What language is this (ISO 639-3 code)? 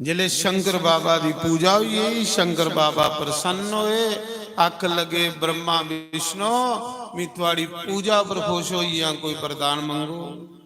doi